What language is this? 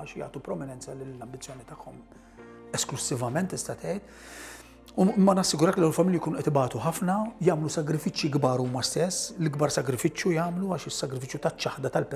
Maltese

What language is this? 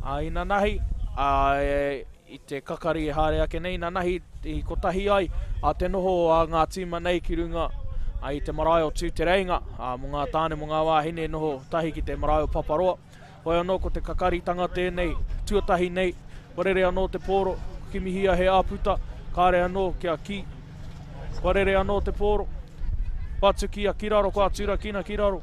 Māori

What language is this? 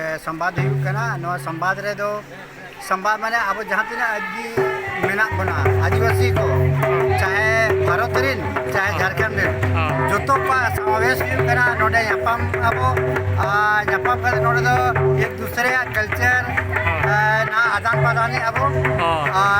Santali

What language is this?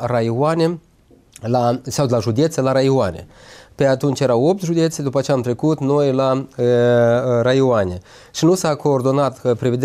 Romanian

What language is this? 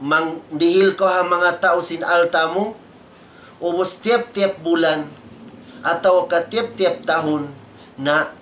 Tausug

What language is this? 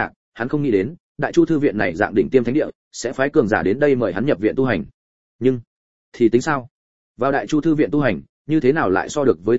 Vietnamese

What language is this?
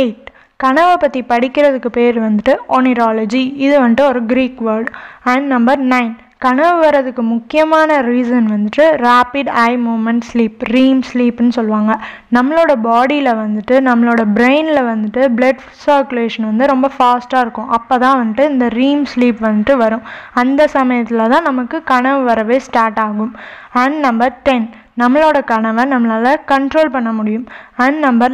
Tamil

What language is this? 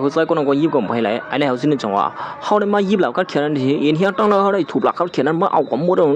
Shan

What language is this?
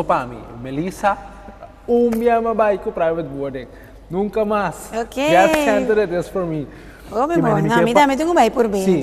Papiamento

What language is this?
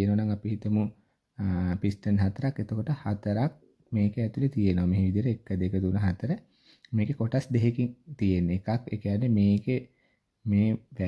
Sinhala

